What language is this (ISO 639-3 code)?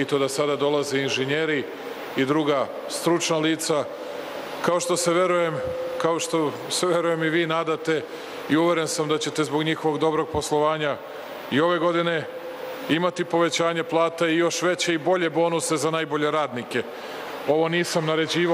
srp